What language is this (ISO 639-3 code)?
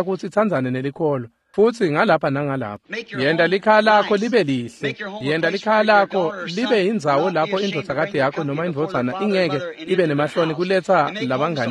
ssw